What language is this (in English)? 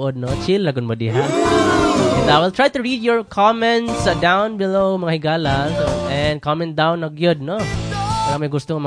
Cebuano